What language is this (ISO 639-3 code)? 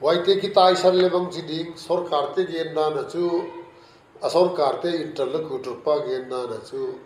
pck